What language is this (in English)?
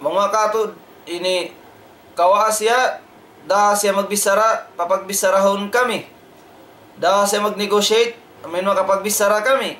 Tausug